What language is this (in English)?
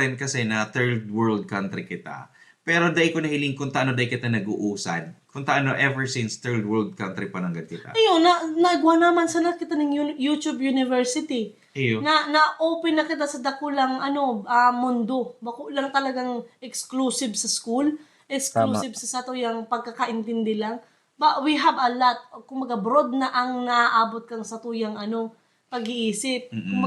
Bikol